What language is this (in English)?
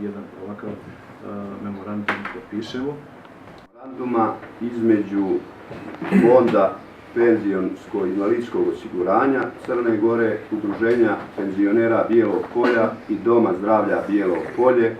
Bosnian